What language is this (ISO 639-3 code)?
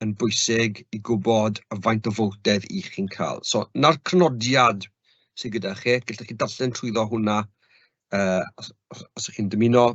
cym